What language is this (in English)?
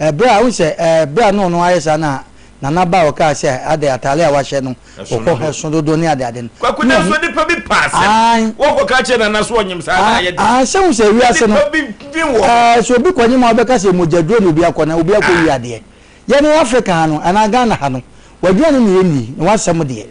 Akan